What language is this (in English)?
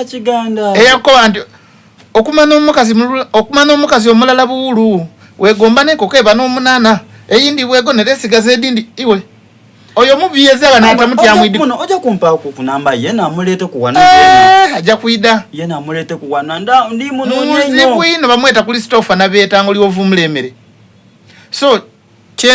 Soga